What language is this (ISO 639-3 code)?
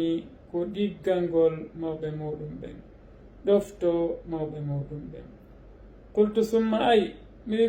ful